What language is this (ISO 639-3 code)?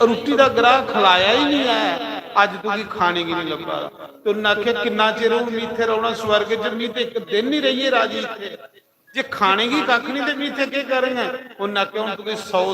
doi